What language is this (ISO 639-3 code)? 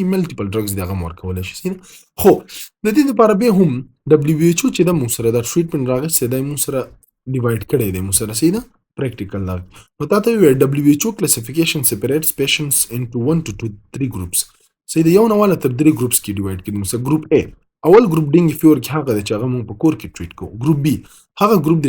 pus